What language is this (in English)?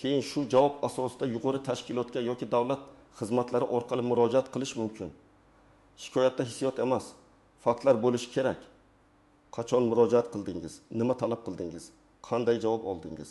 Uzbek